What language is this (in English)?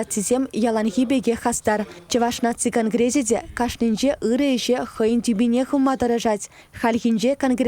Chuvash